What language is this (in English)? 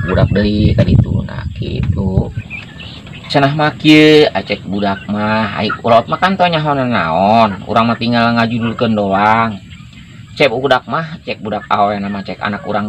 Sundanese